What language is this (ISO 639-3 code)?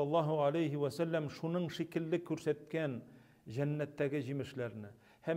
tat